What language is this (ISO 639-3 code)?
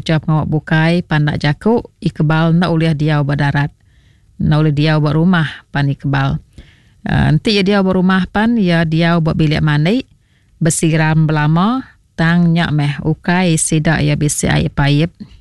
iba